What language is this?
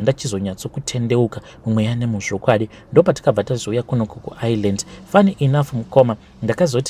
Shona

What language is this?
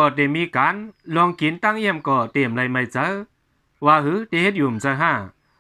Shan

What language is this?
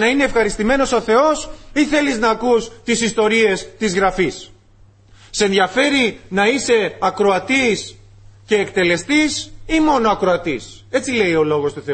Greek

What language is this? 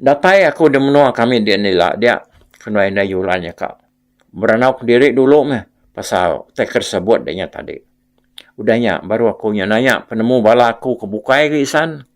Iban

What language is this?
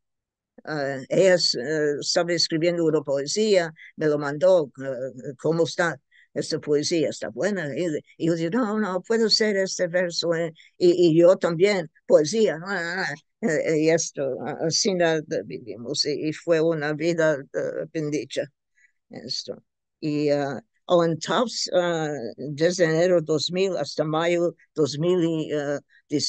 Ladino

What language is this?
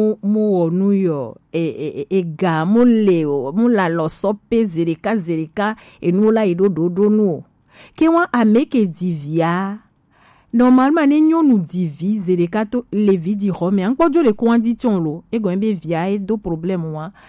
Gen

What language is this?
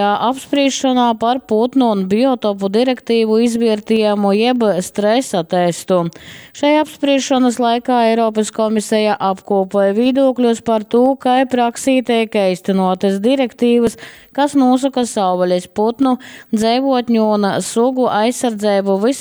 Latgalian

